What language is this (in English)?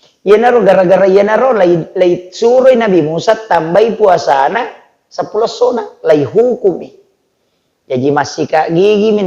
Buginese